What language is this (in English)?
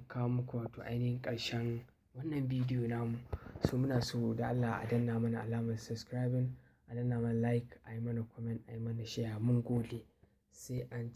Hausa